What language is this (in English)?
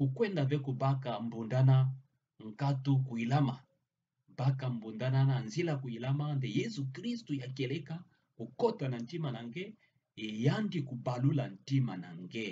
Kituba (Democratic Republic of Congo)